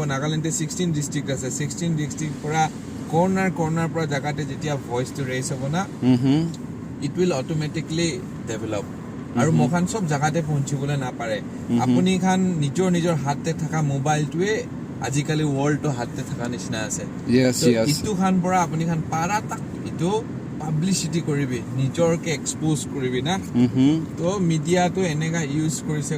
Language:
Naga Pidgin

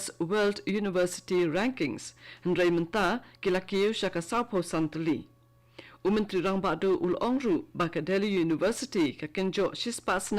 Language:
Khasi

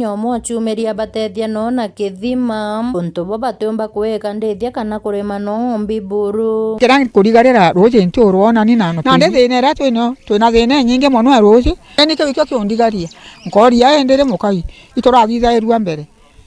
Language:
Meru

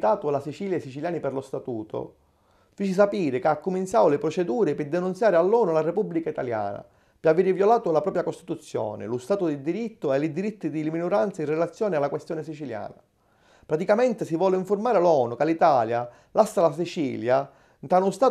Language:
Sicilian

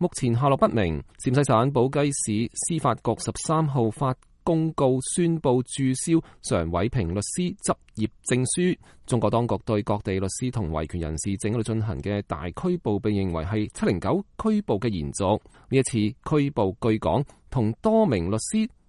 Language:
Cantonese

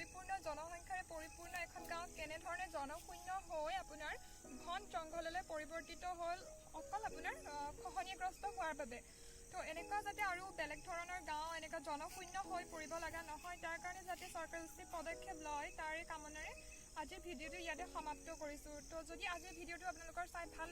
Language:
Assamese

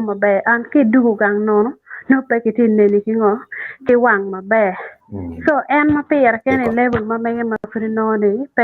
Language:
Acoli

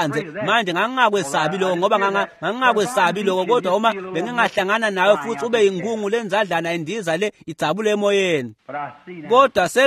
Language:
Swati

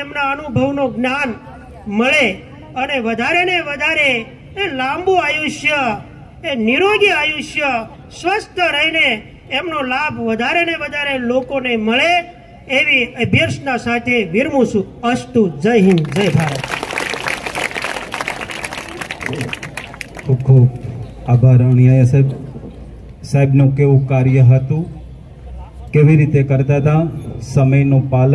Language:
Gujarati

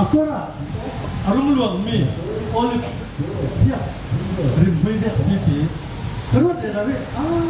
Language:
Falam Chin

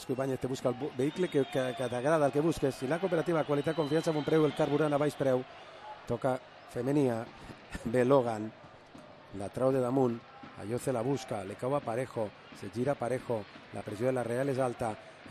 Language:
Catalan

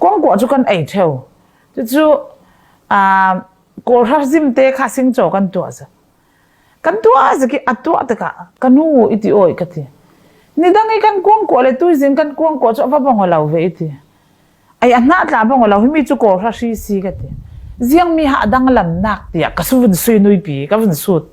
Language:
Falam Chin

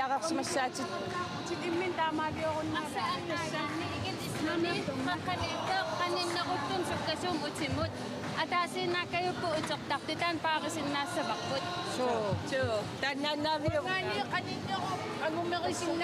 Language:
Kalaallisut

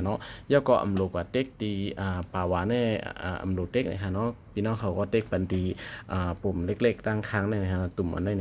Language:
Shan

